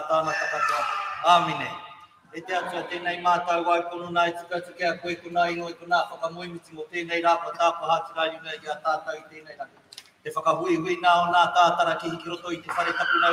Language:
Māori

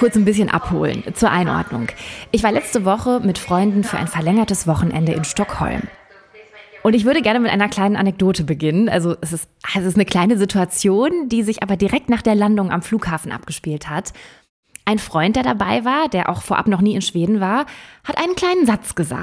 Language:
German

